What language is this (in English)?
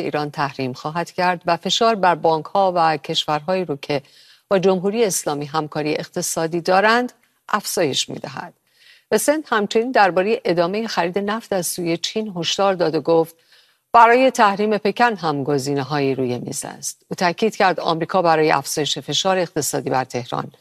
Persian